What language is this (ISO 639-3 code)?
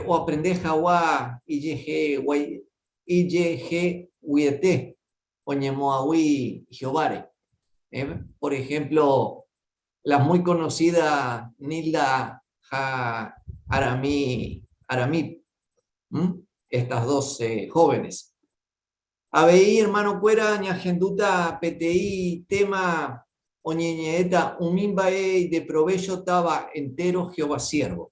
grn